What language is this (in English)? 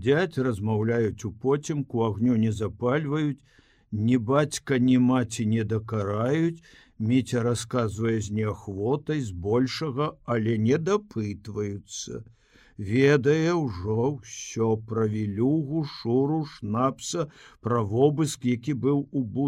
Belarusian